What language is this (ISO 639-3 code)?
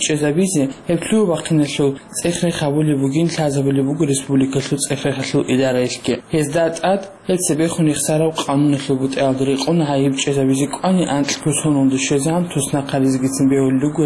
ava